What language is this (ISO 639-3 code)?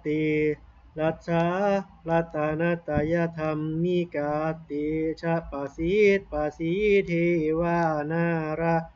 pli